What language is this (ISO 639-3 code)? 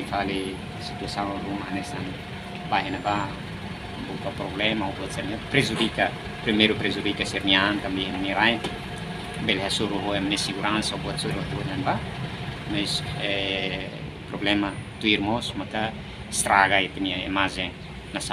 tet